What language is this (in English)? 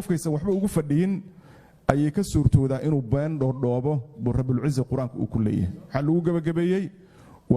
Somali